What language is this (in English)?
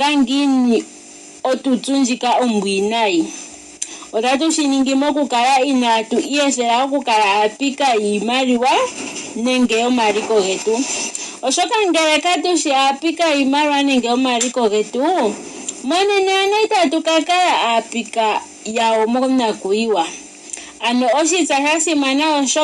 Ndonga